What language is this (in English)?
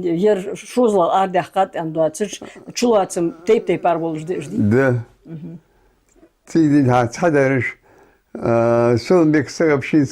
Ingush